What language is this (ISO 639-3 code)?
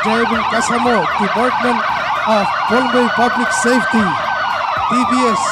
pon